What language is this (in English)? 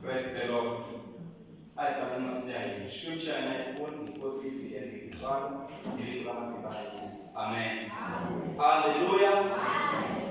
Tsonga